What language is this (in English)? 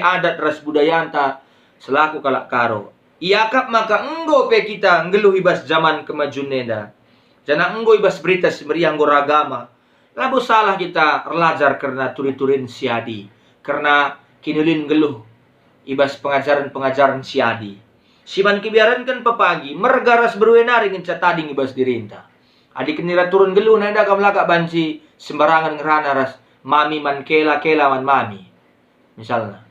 Batak Karo